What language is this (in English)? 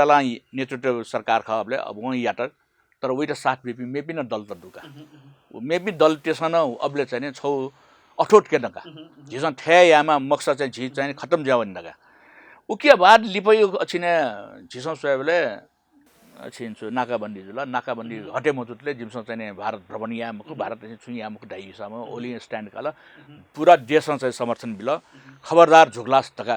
Newari